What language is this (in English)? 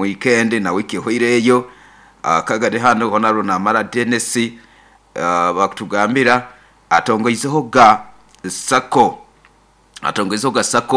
Nyoro